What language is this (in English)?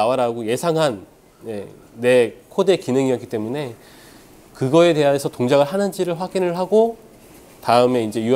Korean